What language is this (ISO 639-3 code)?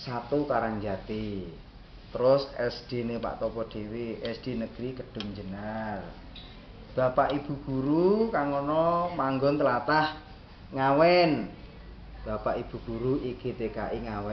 jav